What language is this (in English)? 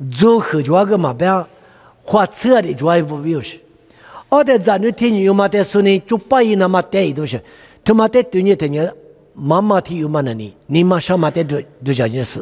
Lisu